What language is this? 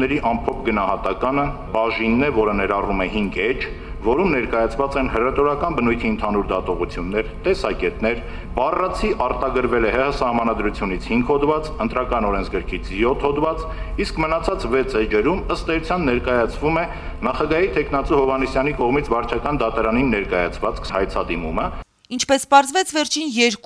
Armenian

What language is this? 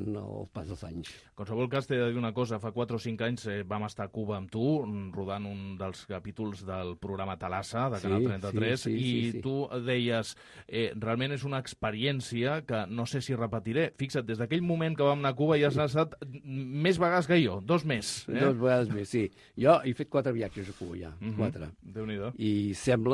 Catalan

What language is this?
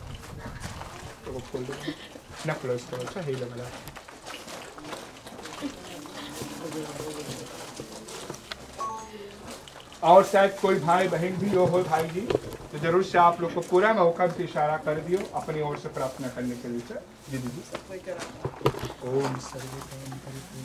Hindi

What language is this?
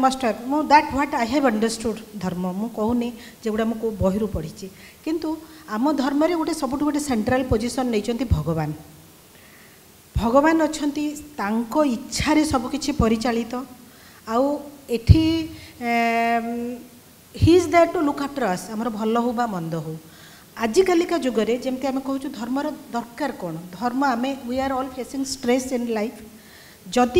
Odia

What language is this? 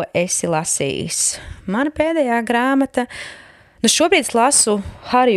Latvian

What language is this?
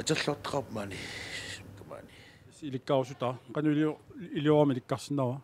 Kalaallisut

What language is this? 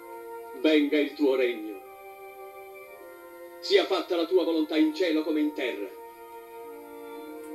Italian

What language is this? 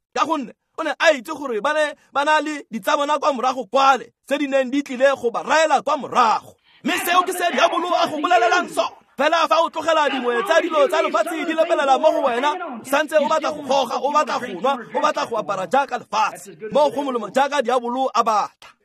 Tswana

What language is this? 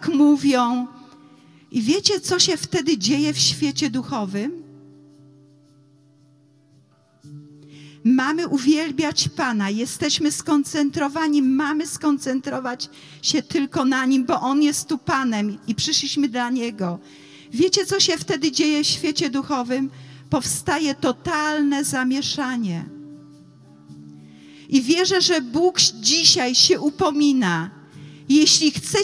Polish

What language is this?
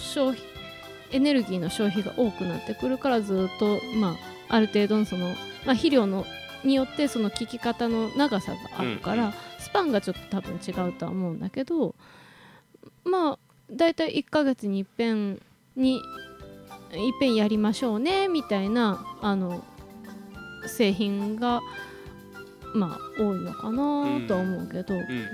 Japanese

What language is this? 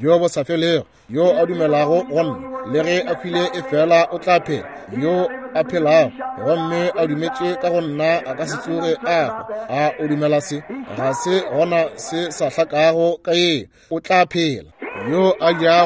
Northern Sotho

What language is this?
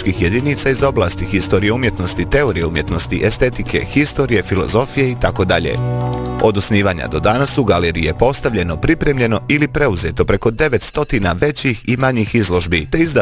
Bosnian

